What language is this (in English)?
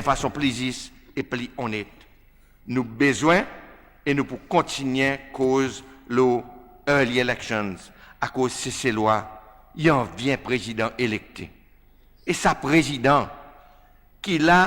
Seselwa Creole French